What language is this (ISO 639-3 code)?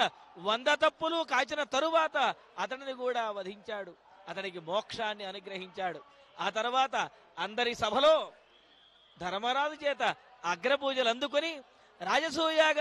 tel